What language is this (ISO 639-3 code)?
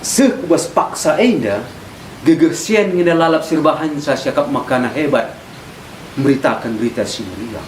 btx